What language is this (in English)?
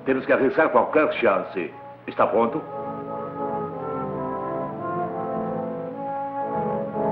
Portuguese